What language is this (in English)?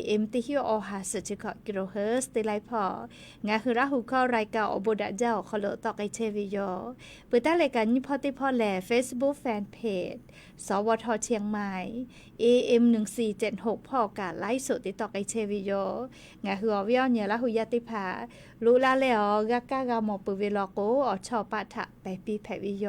Lahu